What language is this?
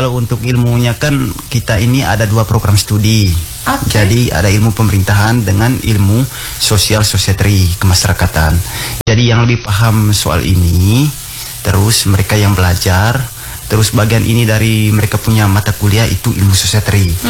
Indonesian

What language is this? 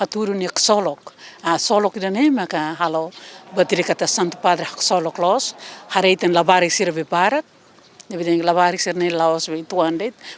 Tetum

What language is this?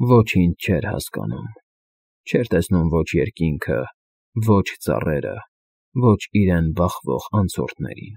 Armenian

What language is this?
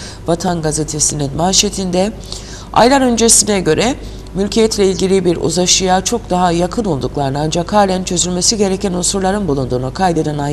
Turkish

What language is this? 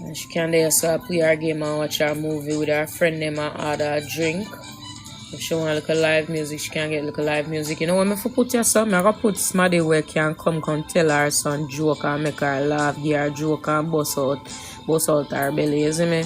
Jamaican Creole English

